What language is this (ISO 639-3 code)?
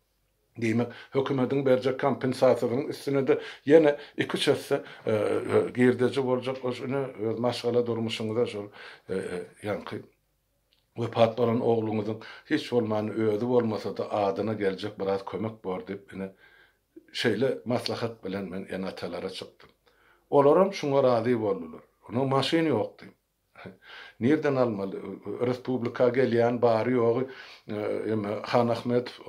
tuk